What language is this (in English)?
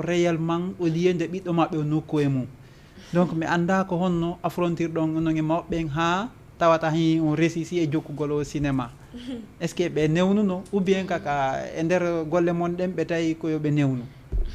Fula